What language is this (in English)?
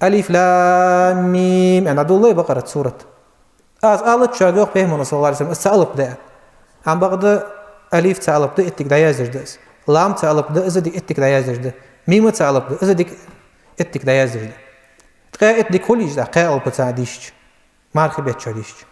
Ingush